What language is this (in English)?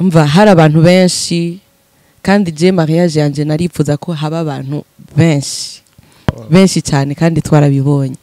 Rundi